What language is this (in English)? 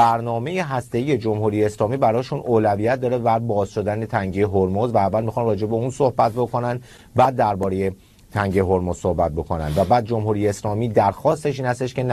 Persian